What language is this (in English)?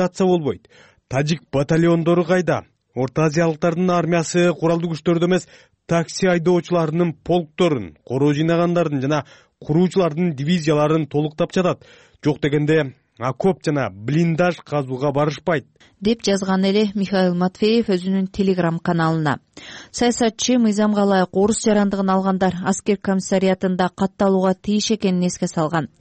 Kyrgyz